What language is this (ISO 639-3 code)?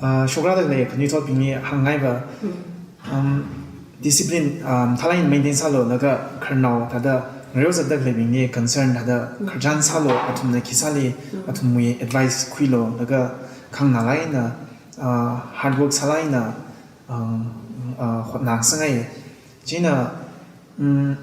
nmf